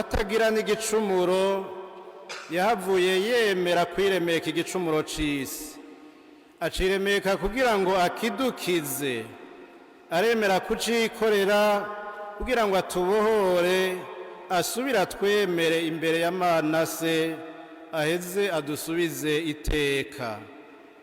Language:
Rundi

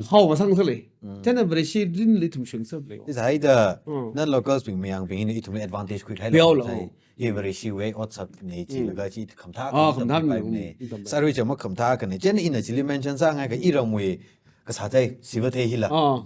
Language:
Tangkhul Naga (India)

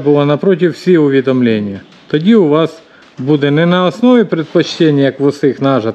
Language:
Ukrainian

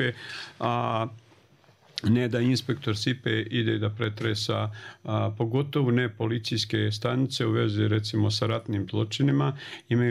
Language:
Bosnian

